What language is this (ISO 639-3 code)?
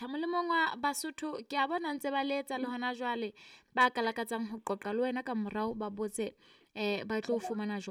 sot